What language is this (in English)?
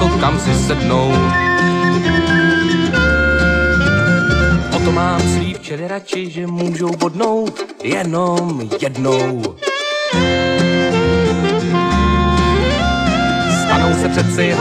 Czech